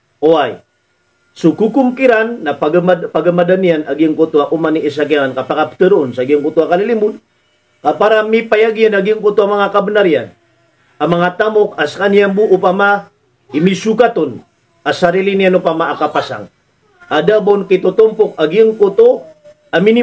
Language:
Maranao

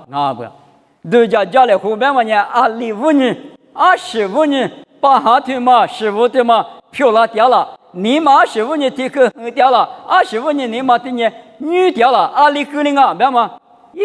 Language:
Lisu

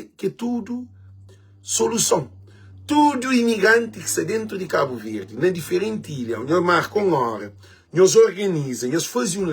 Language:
Kabuverdianu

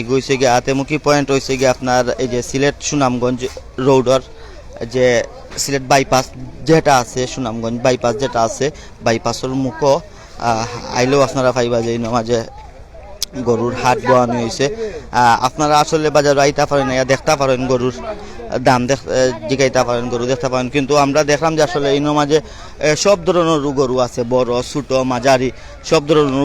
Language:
Sylheti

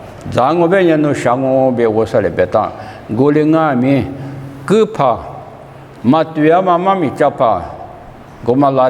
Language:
Lisu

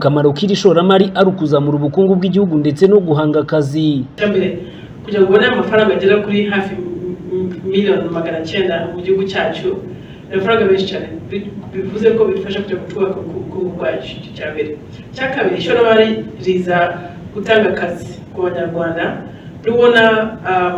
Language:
Kinyarwanda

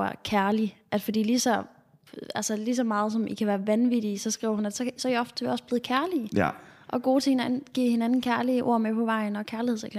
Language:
Danish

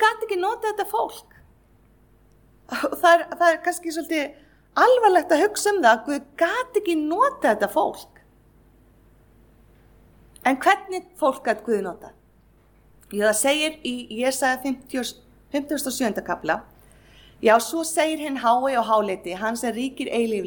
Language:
Icelandic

